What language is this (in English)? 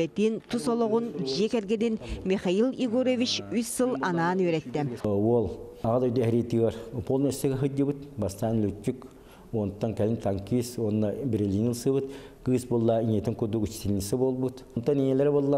Yakut